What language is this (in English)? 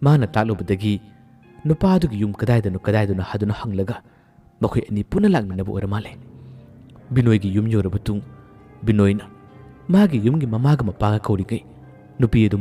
Manipuri